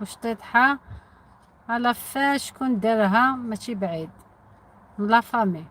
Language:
Algerian Arabic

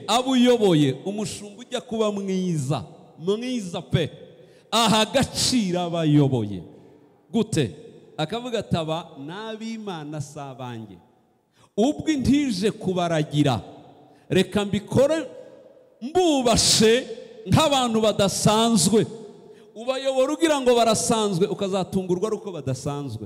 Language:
Kinyarwanda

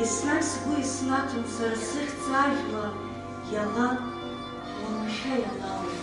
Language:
Abkhazian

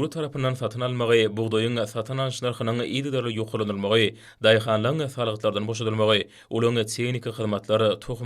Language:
Turkmen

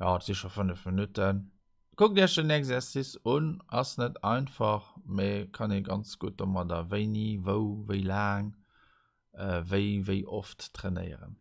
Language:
Luxembourgish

